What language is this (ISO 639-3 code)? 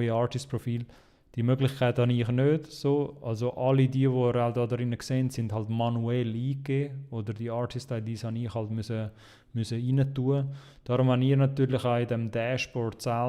gsw